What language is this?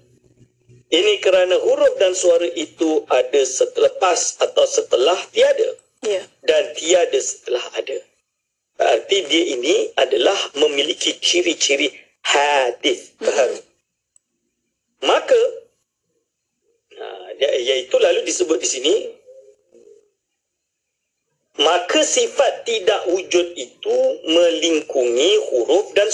Malay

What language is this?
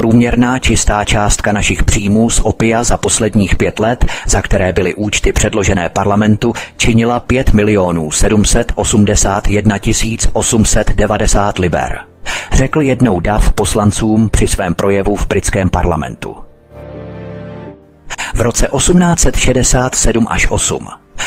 Czech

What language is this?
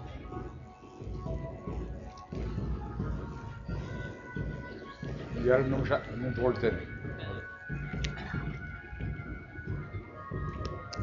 Kannada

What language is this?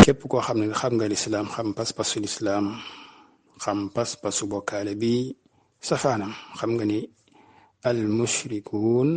Wolof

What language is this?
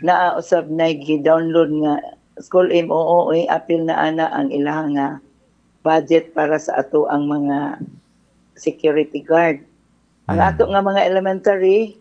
Cebuano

